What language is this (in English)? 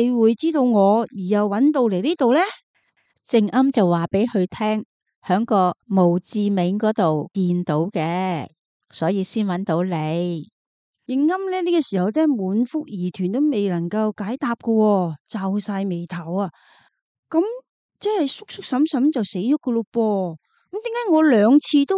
Cantonese